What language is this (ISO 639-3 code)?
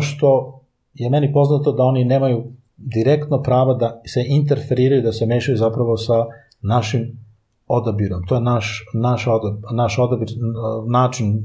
srp